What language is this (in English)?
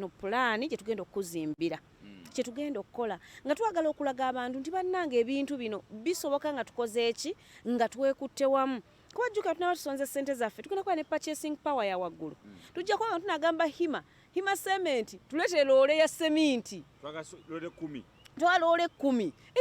Ganda